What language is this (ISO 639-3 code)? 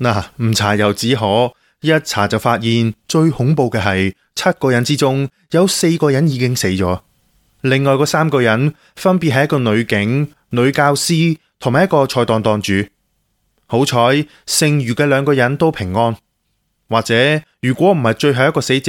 yue